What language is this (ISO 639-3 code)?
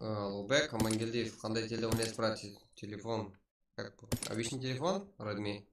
kaa